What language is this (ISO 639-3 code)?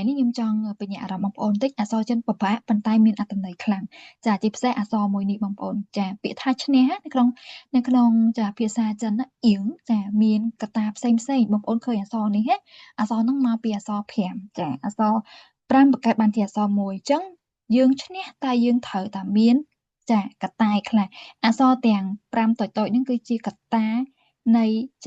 khm